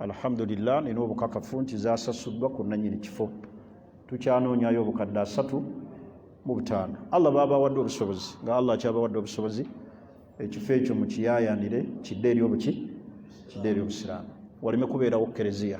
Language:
Ganda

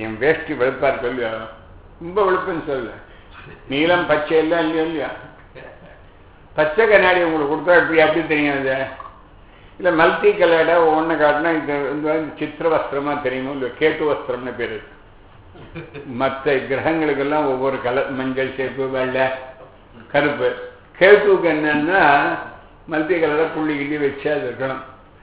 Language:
Tamil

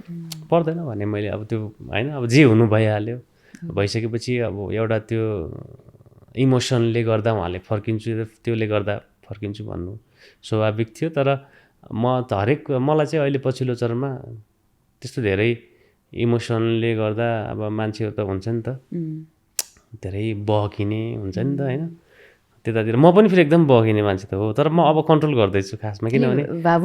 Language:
Nepali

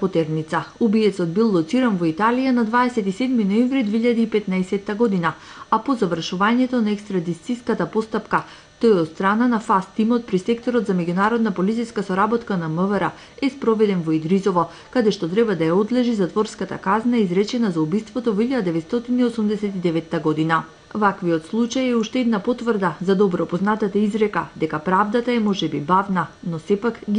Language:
Macedonian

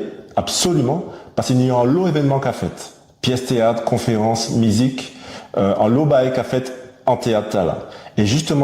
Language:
Guadeloupean Creole French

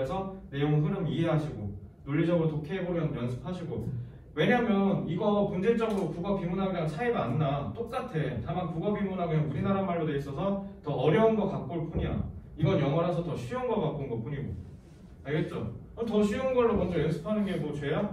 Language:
Korean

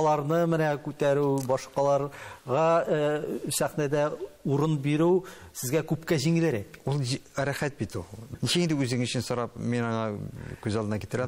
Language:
Tatar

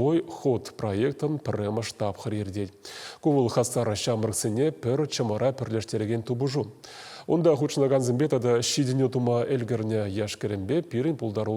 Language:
Chuvash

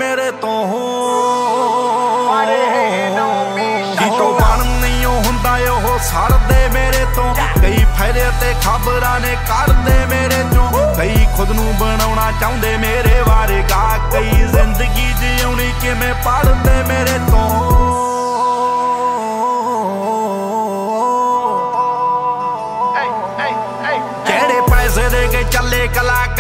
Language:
Punjabi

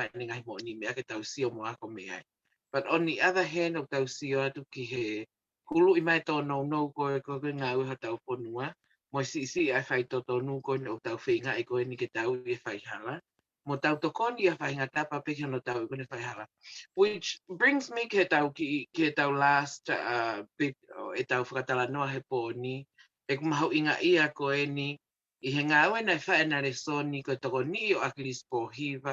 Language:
Tongan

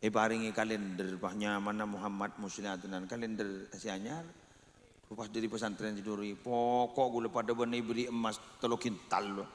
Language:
Madurese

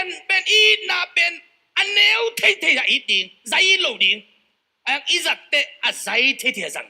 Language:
Tedim Chin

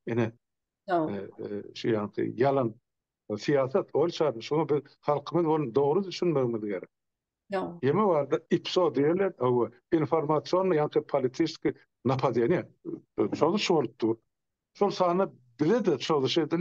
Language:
Turkmen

